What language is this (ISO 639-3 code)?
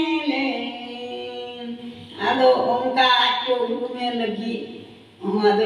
sat